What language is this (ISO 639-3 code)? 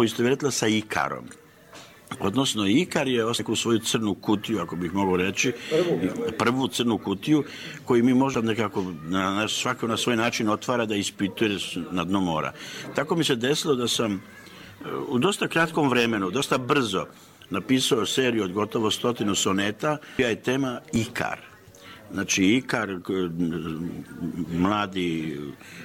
srp